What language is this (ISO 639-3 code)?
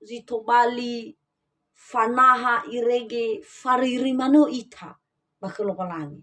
nia